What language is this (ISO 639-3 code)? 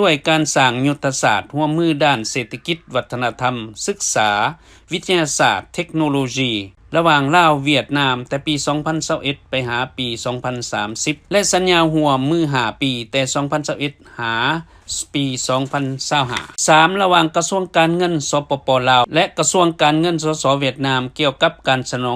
lao